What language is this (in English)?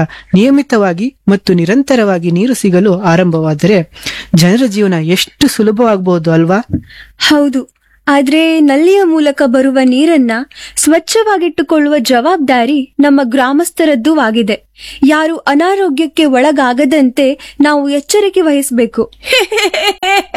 Kannada